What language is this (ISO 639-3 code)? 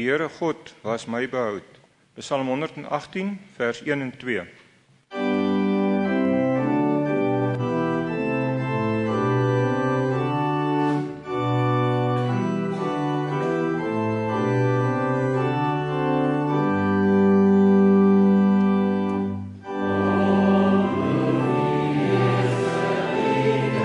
afr